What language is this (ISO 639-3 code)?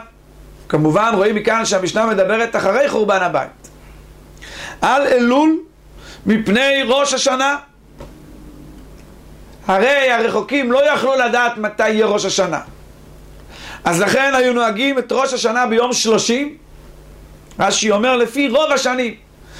heb